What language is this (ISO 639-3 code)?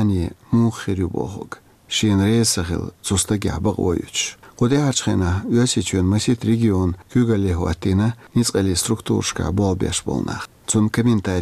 che